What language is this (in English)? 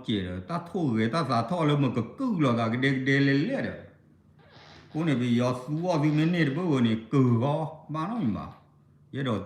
S'gaw Karen